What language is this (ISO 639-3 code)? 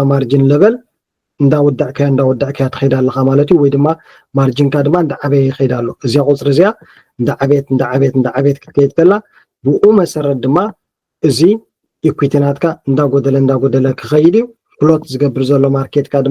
tir